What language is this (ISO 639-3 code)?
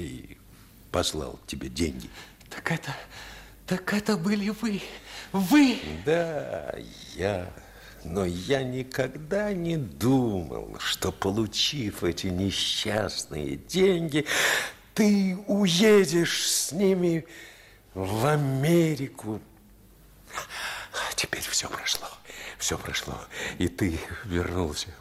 rus